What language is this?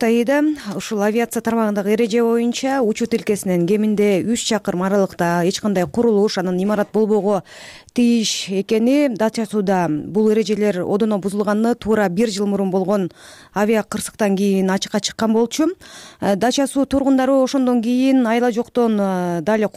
Kyrgyz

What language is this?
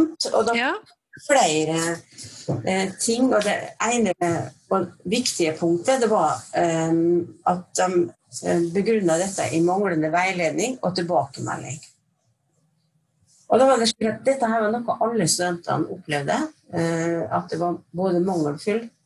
Norwegian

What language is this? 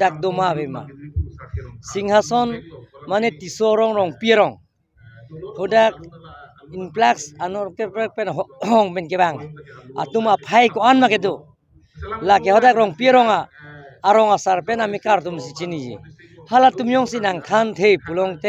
Karbi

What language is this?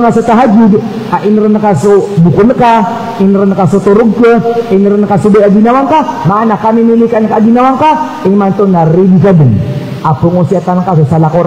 Maranao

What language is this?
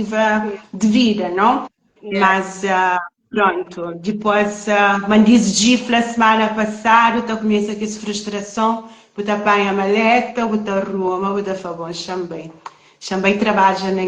Kabuverdianu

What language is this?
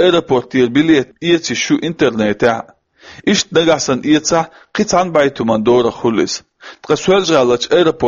Chechen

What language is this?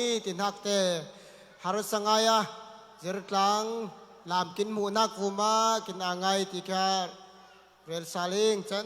Falam Chin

